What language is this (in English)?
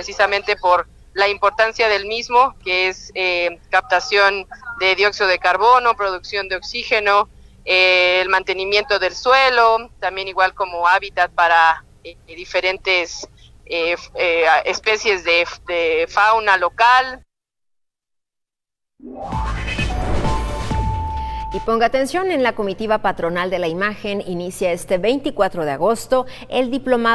Spanish